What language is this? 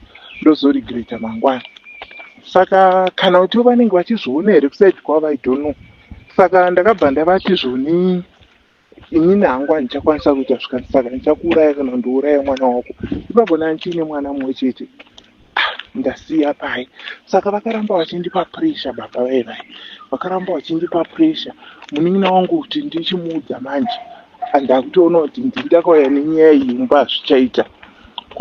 Shona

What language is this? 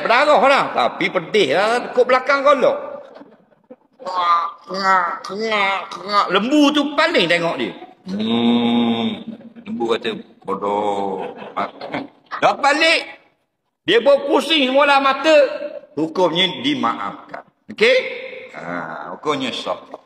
Malay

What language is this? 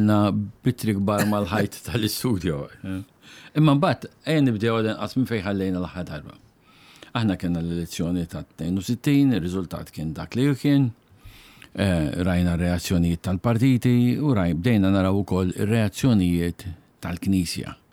Maltese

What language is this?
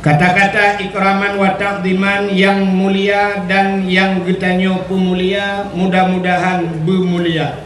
Achinese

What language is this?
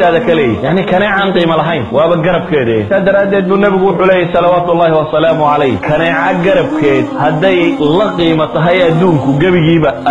Somali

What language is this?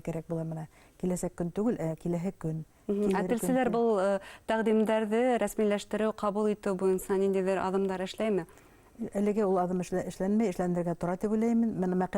Bashkir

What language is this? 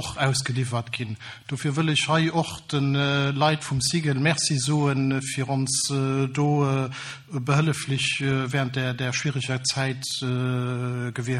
Luxembourgish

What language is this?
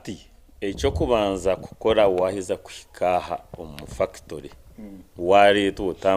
Nyankole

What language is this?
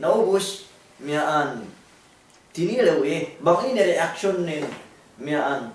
Yakan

